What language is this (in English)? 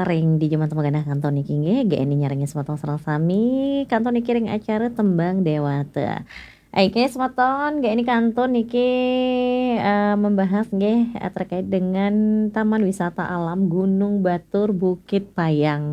Balinese